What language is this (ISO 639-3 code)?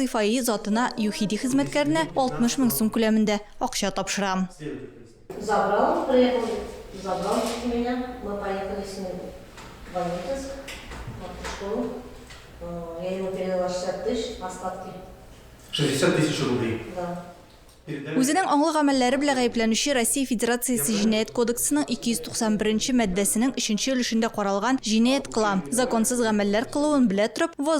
tat